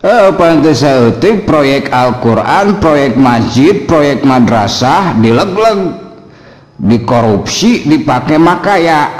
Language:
Sundanese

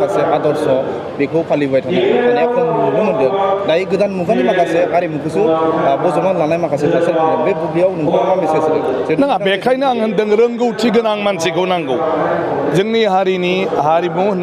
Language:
Bodo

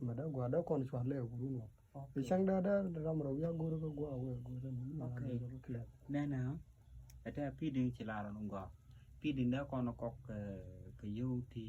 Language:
Nuer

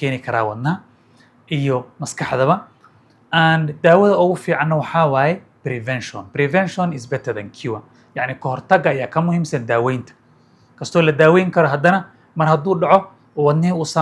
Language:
Somali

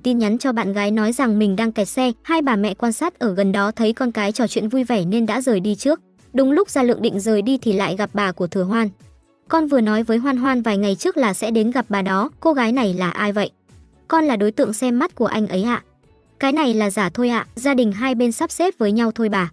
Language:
Vietnamese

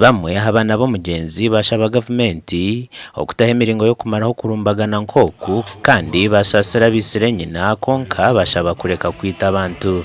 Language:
Nyankole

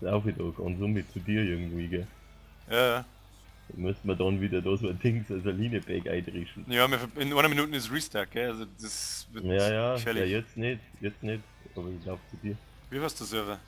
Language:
Bavarian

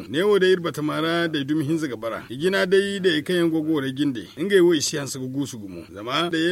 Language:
Zarma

